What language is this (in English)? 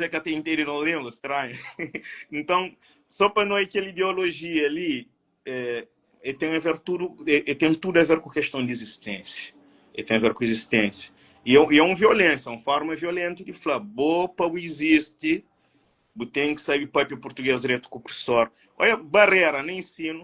Kabuverdianu